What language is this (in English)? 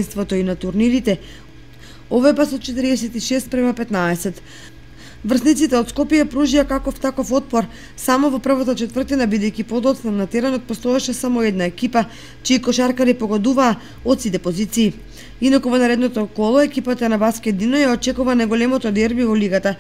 Macedonian